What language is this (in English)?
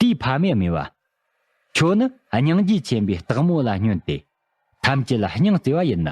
Tibetan